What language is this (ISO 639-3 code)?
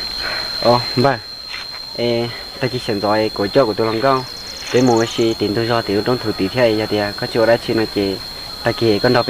hmn